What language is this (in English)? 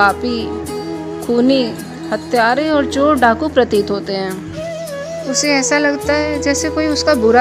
Hindi